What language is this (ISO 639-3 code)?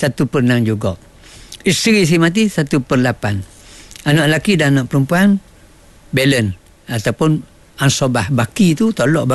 msa